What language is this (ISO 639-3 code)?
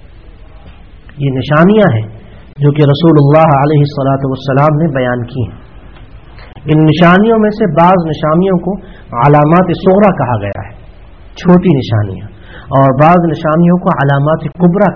urd